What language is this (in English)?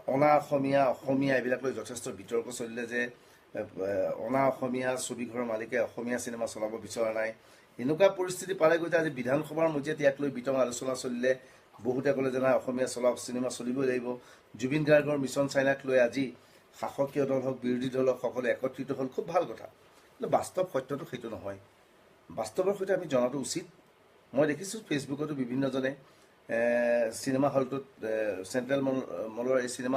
Assamese